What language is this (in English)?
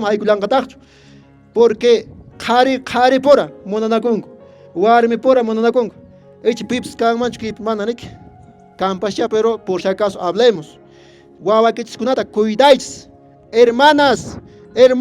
Quechua